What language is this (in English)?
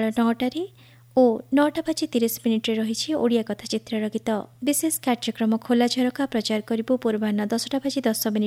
Odia